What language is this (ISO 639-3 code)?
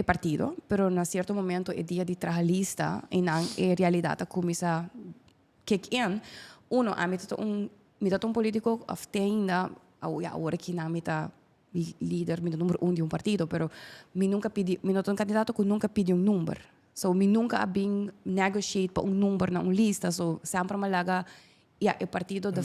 pap